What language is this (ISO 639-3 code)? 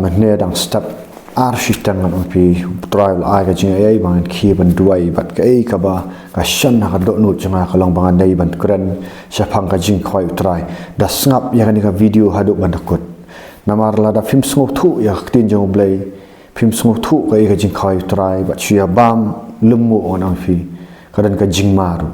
kha